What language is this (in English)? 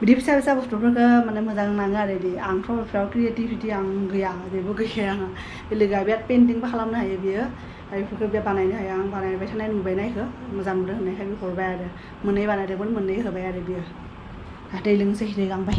Bodo